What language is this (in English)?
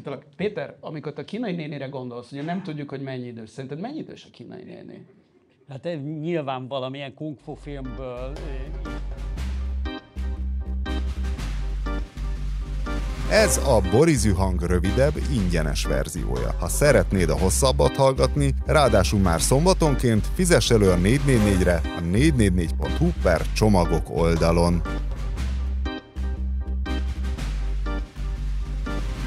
Hungarian